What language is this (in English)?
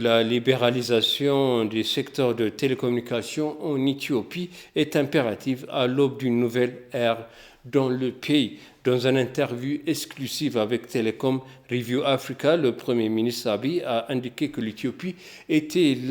French